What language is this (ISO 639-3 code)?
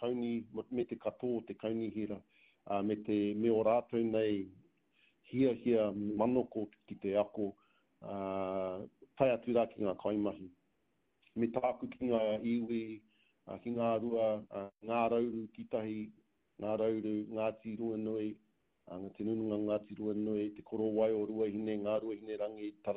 mri